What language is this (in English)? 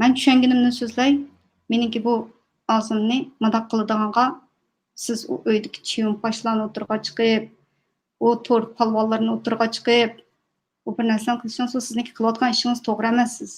Uyghur